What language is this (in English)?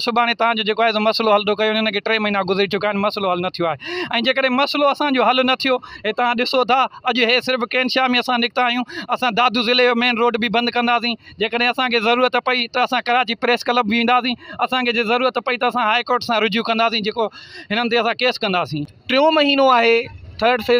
Sindhi